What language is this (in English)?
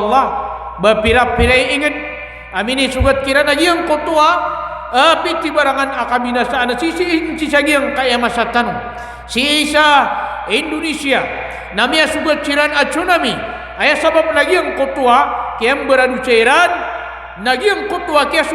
Maranao